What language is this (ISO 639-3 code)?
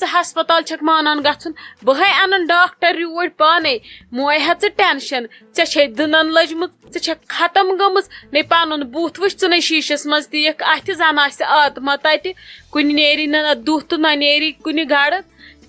kas